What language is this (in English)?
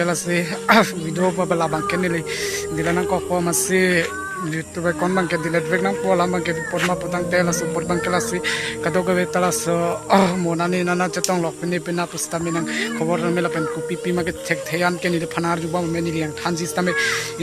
Karbi